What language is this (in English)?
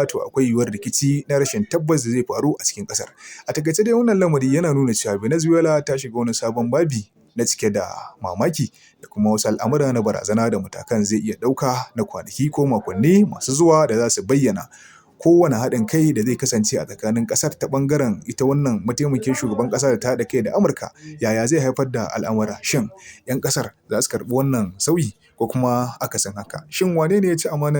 Hausa